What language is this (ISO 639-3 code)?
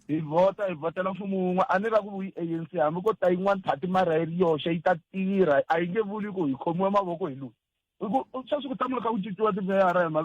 tso